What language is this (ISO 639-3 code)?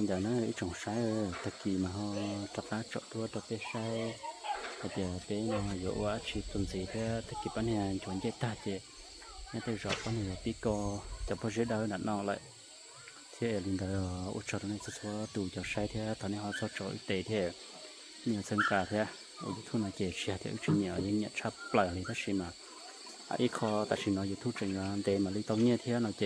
hmn